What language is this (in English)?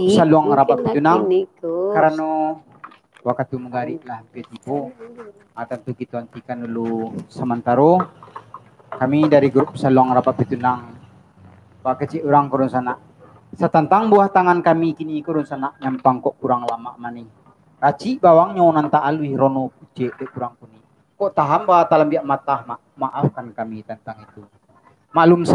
Minangkabau